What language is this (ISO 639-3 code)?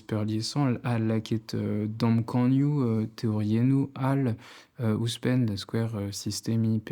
bre